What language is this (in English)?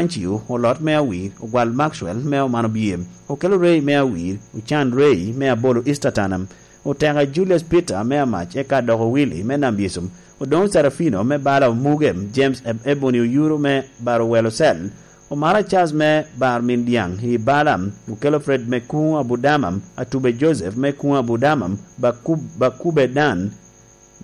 Lango (Uganda)